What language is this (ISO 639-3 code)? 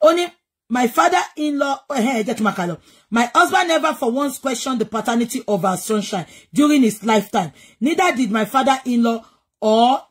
yor